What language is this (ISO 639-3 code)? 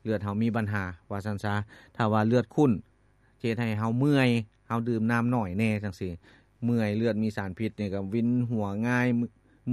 lao